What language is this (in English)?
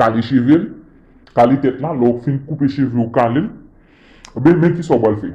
Haitian Creole